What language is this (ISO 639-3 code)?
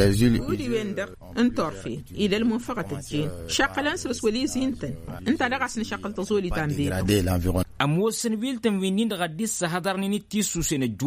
taq